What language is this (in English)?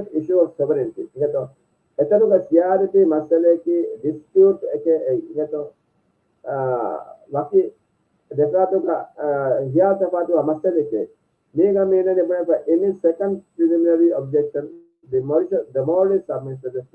Divehi